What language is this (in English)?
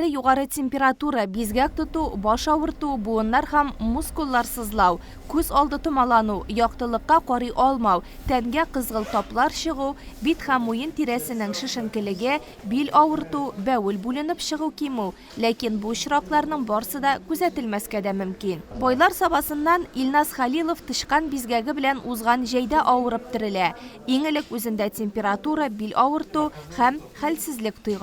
Tatar